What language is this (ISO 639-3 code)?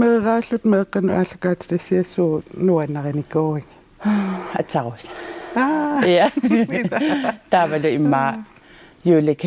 kal